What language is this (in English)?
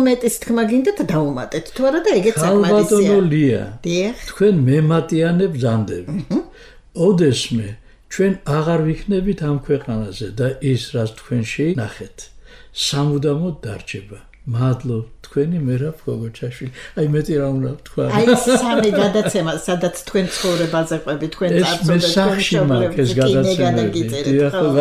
Georgian